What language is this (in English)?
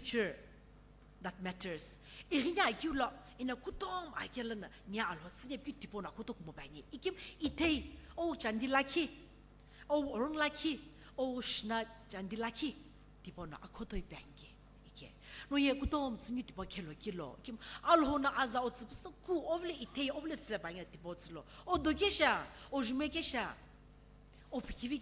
Sumi Naga